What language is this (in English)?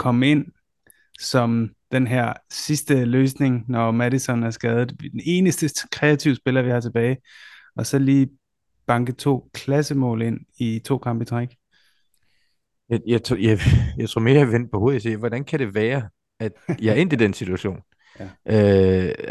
Danish